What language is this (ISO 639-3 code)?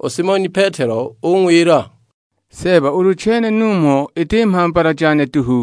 suk